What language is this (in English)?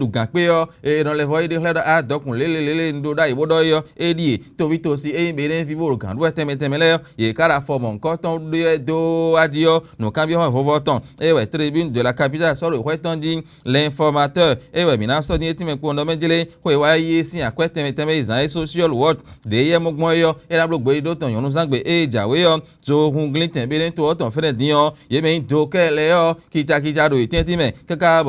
Fon